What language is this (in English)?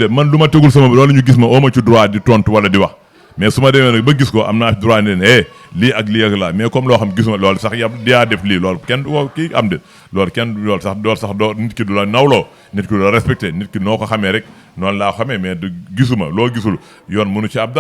Wolof